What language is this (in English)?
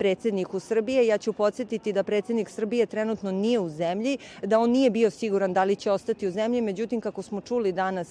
Serbian